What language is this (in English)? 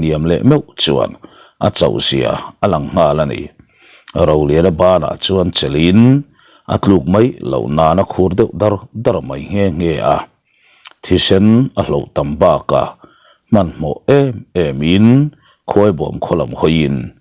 Mizo